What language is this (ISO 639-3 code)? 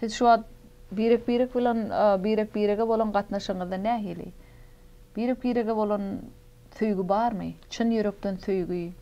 tuk